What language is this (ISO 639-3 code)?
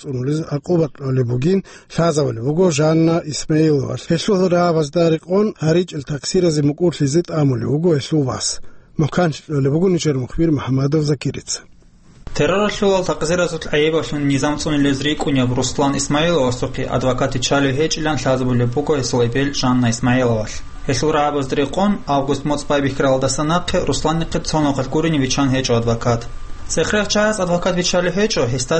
ava